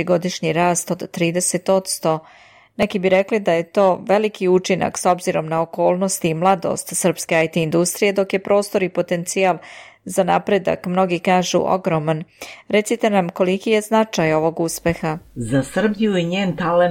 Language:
Serbian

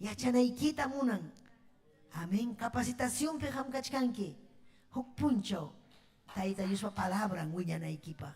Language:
Ayacucho Quechua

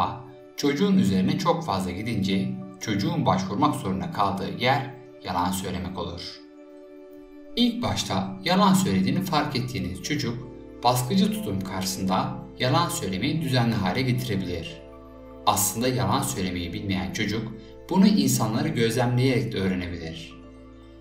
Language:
Turkish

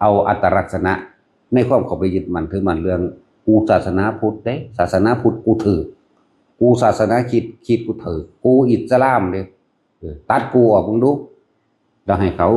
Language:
Northeastern Thai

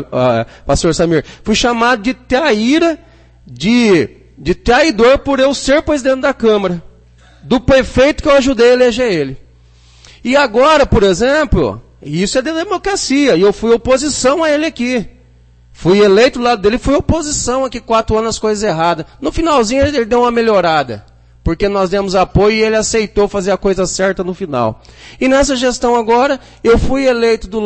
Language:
Portuguese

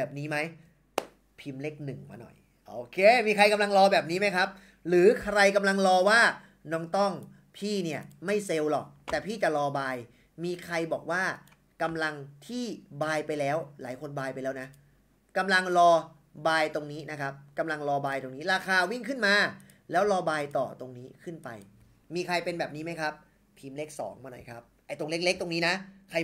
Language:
Thai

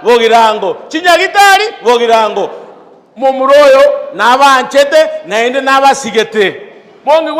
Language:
Gusii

